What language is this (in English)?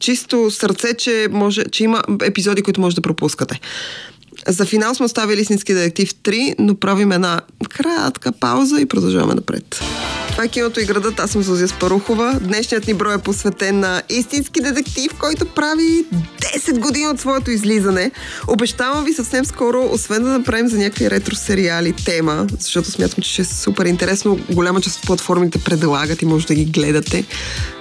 Bulgarian